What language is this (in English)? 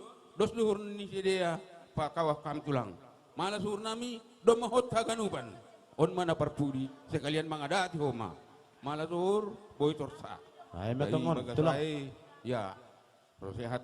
Batak Simalungun